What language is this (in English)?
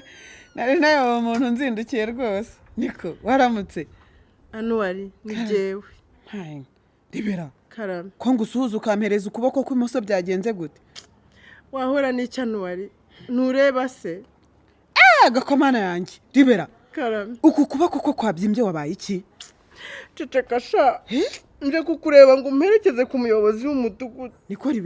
Kinyarwanda